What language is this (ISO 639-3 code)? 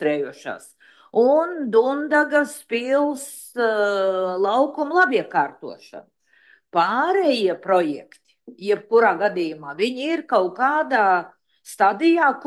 lav